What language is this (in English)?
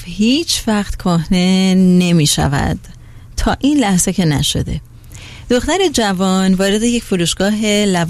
Persian